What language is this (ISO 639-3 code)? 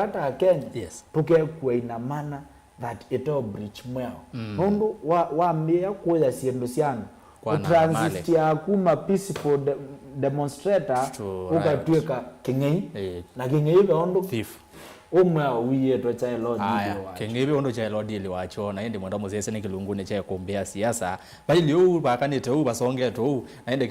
kam